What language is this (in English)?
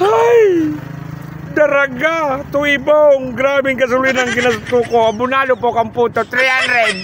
Bikol